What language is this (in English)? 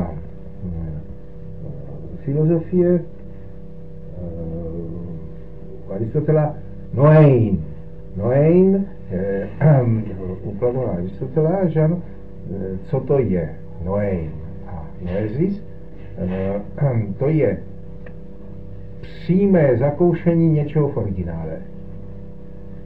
Czech